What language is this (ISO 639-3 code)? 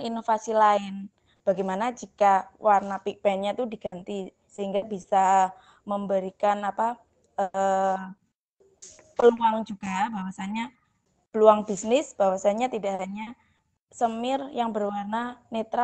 ind